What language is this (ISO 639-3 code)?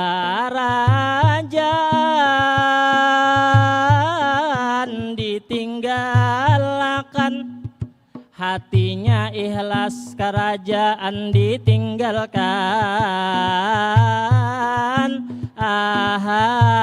bjn